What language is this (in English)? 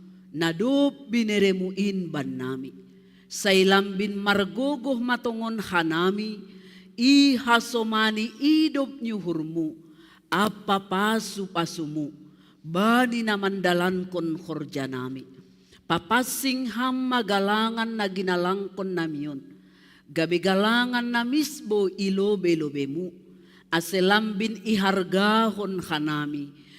Batak Simalungun